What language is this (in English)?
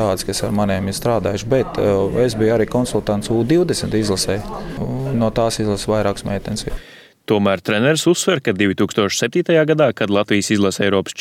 Latvian